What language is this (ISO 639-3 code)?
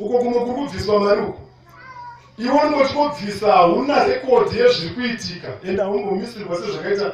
sna